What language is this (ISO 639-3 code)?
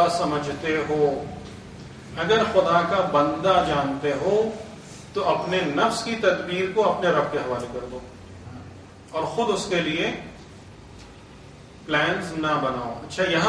urd